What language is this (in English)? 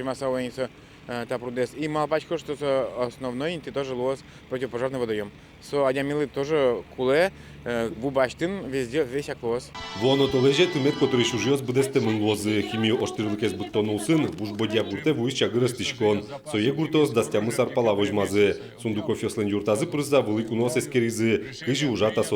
Udmurt